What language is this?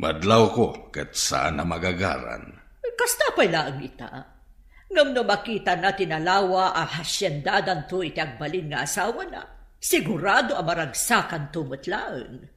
Iloko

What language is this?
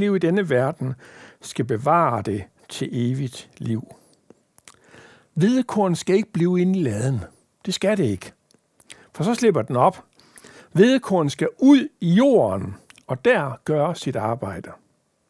Danish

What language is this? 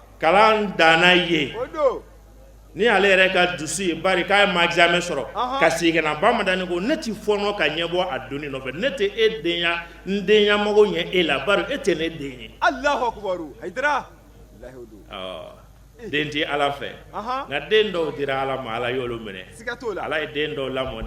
Bambara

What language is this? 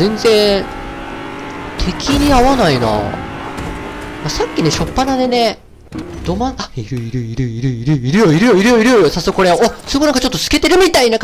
Japanese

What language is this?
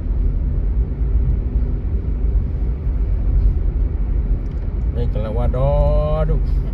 S'gaw Karen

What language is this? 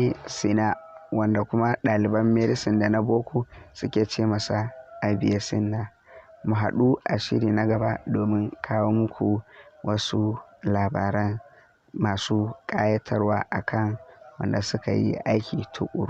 Hausa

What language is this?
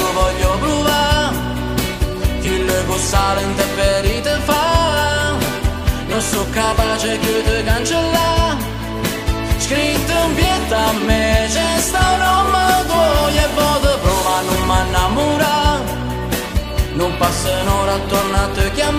Italian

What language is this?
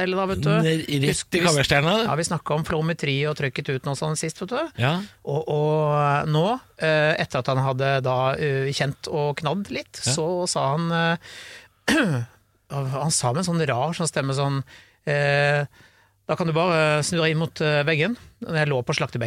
Norwegian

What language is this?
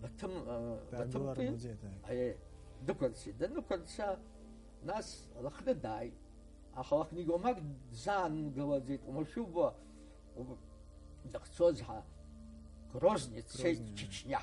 Abkhazian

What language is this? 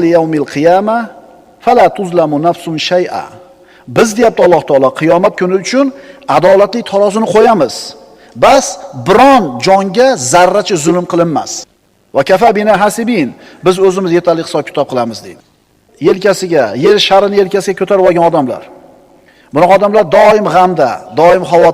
Uzbek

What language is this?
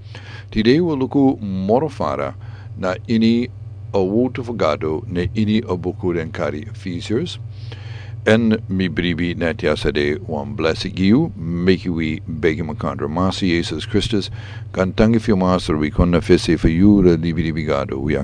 Sranan Tongo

